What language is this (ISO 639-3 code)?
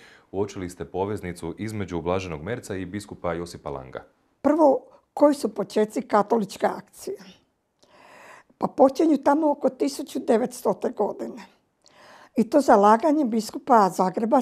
hrv